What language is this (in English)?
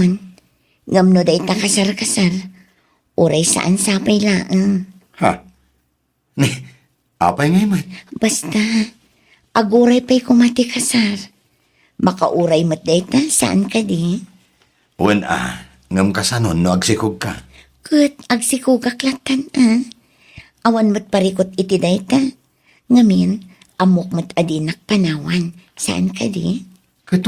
Iloko